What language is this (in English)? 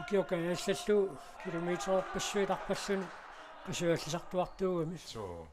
Kalaallisut